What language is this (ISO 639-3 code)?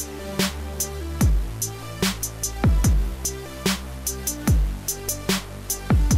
bul